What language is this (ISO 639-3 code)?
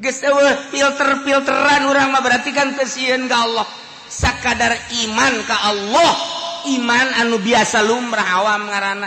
sun